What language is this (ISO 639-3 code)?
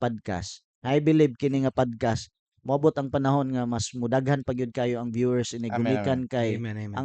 ceb